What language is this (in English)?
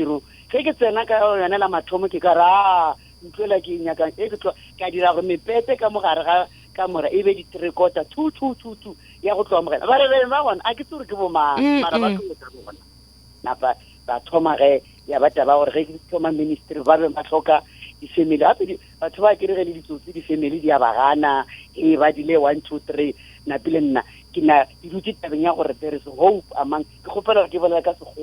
Northern Sotho